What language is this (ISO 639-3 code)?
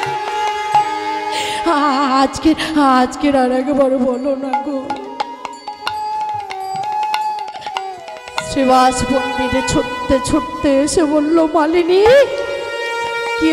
ben